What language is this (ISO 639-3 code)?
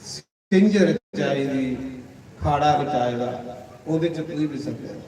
doi